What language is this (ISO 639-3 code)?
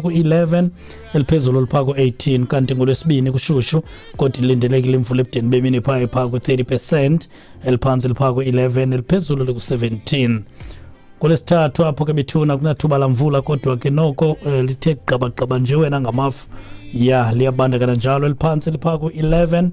xho